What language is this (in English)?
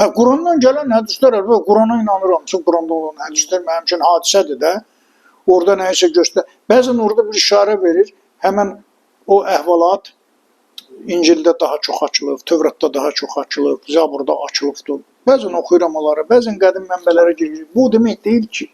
Azerbaijani